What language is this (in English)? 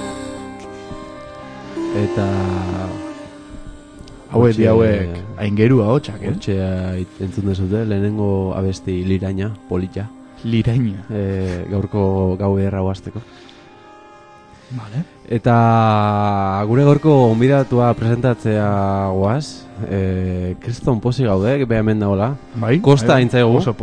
Basque